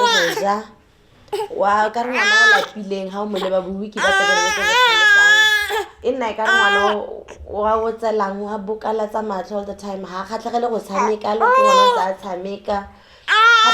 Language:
Tswana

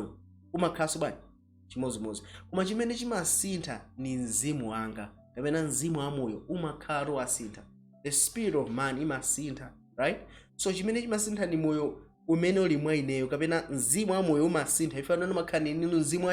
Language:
Nyanja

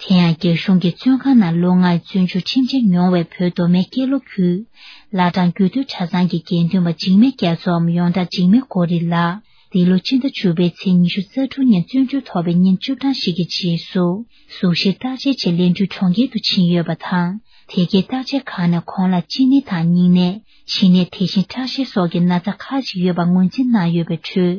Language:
Tibetan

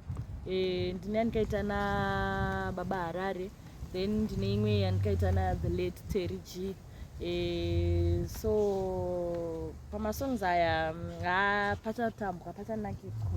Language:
Shona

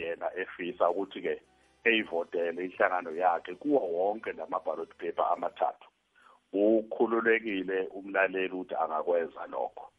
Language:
South Ndebele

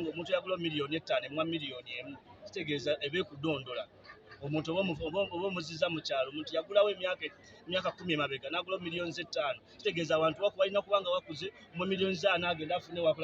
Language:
Ganda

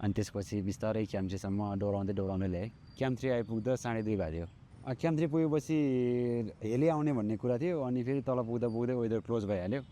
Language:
Nepali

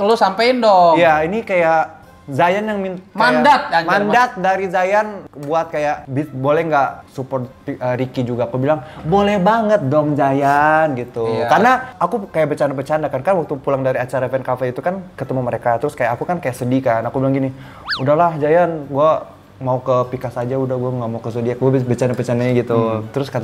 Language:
Indonesian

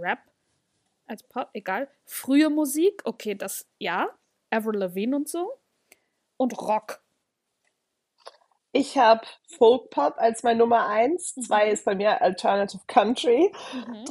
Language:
German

